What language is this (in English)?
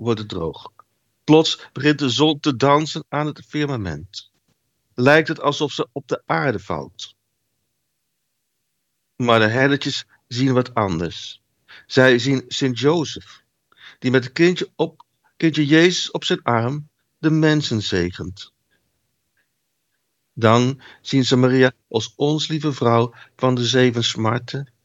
Dutch